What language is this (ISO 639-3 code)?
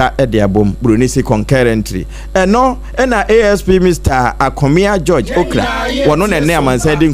aka